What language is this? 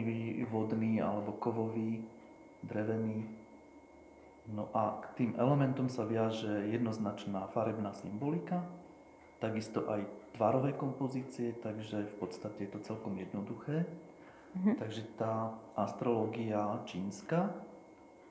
Slovak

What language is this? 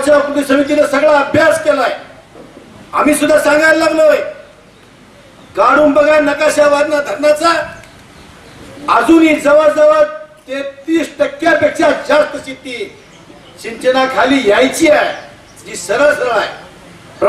Marathi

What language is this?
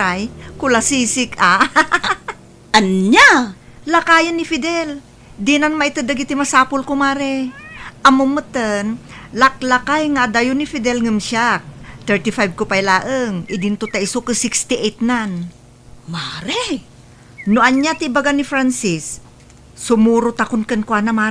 Iloko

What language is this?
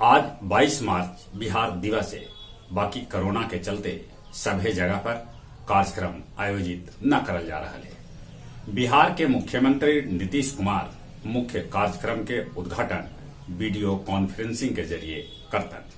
Magahi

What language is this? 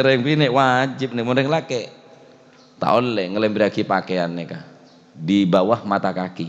Madurese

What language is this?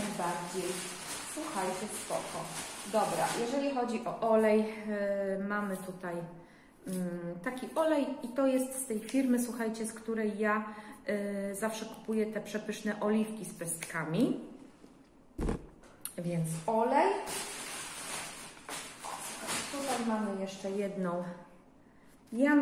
Polish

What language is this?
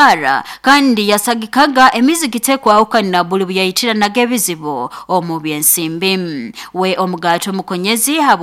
Nyoro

